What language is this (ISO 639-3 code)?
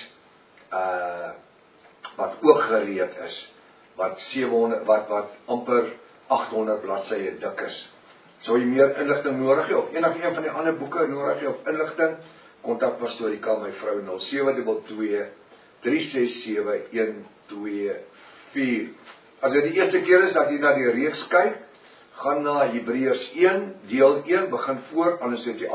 afr